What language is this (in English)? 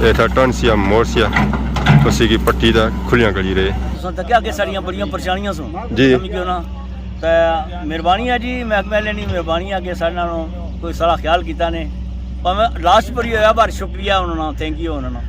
Pahari-Potwari